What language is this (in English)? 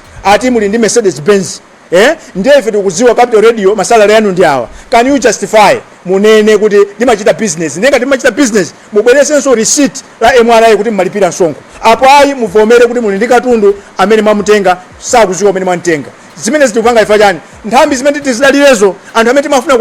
Nyanja